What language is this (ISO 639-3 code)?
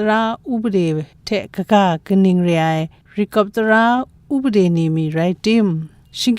kac